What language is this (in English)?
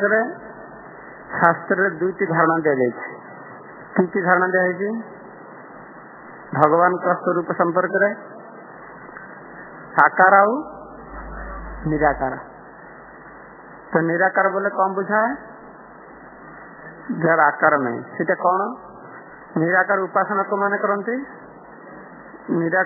Odia